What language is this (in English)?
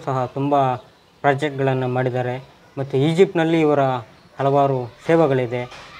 Kannada